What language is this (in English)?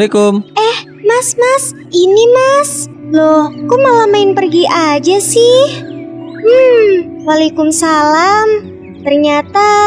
Indonesian